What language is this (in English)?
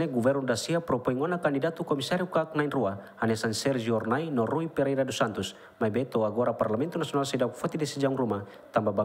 Tetum